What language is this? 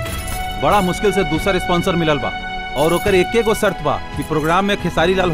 Bhojpuri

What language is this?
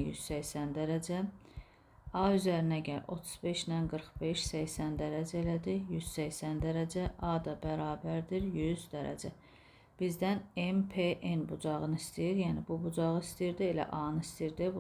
Azerbaijani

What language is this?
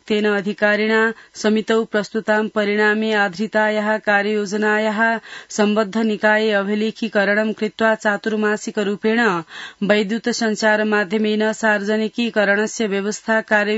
Sanskrit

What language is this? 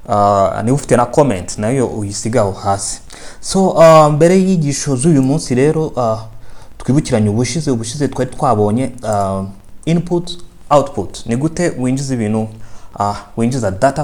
Kinyarwanda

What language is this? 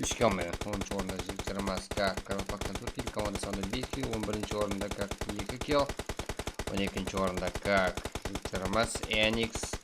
Kara-Kalpak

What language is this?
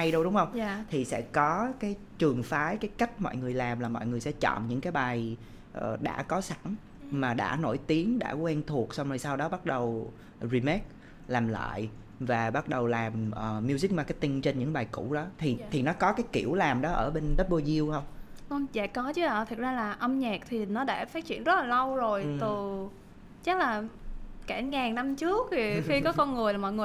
Vietnamese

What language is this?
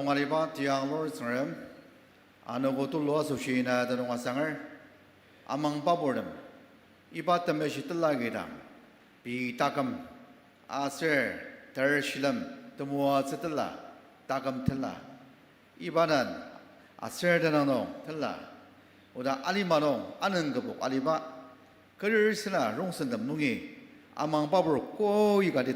Ao Naga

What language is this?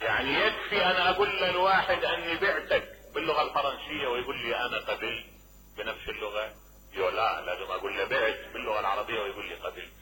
Mesopotamian Arabic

